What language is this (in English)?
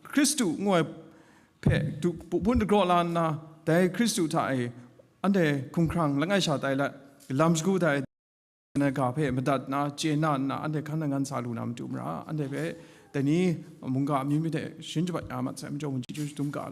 Kachin